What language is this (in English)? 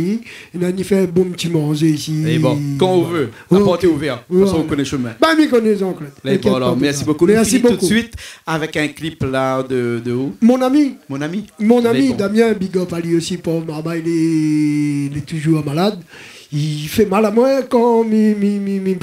Réunion Creole French